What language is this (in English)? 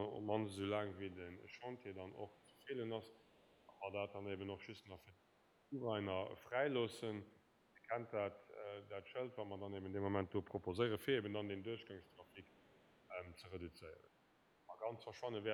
Luxembourgish